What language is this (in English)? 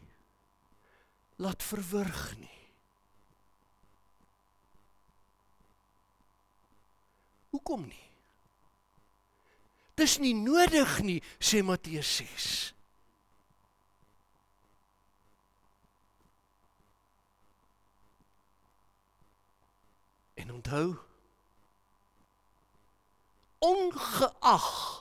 Afrikaans